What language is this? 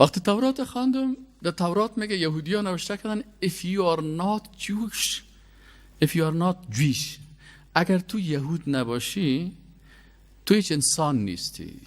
Persian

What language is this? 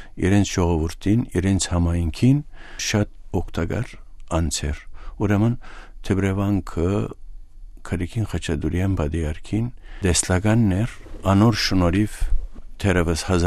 Western Armenian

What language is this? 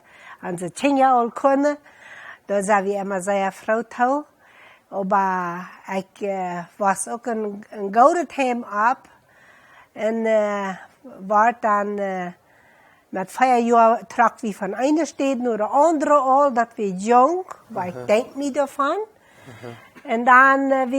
Plautdietsch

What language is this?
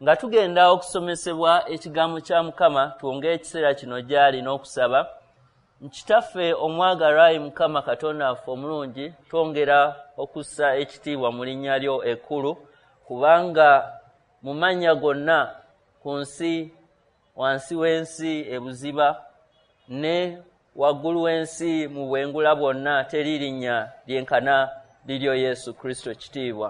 Ganda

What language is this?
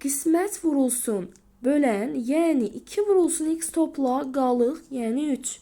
Azerbaijani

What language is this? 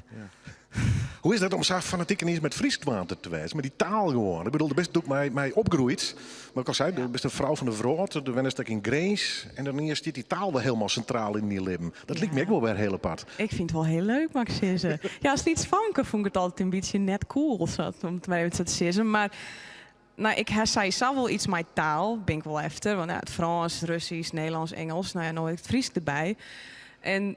Western Frisian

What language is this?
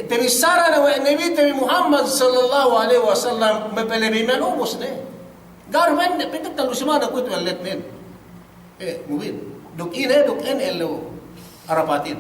Yakan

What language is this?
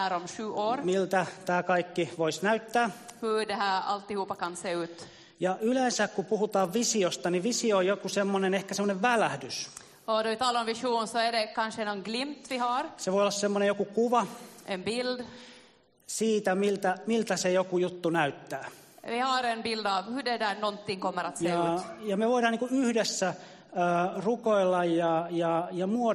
Finnish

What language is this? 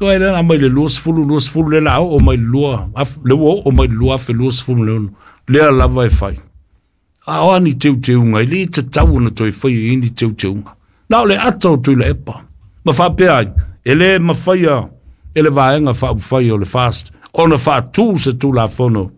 Samoan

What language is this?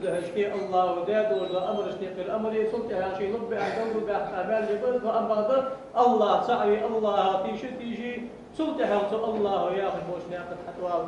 Ingush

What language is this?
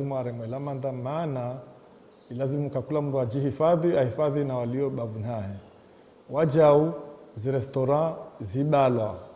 Ngazidja Comorian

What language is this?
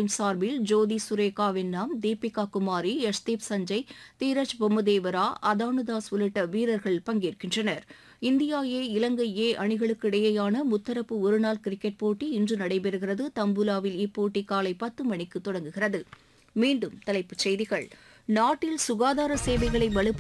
Tamil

